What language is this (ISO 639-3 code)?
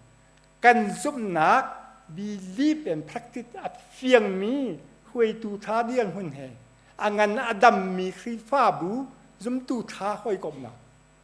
cnh